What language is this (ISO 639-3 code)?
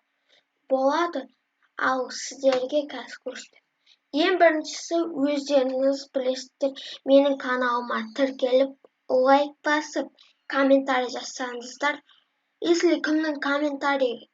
kaz